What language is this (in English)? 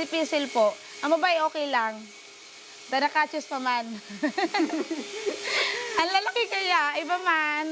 Bikol